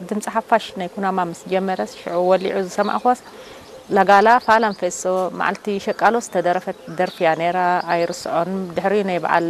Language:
Tigrinya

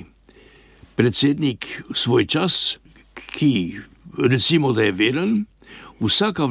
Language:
Slovenian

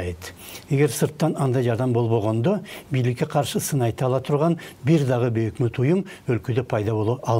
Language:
Kyrgyz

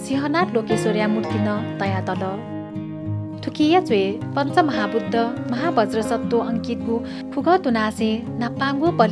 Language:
Newari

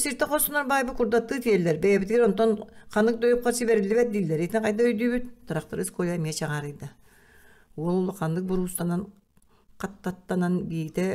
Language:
Yakut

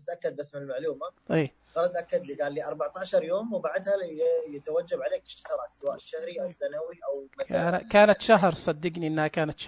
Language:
Najdi Arabic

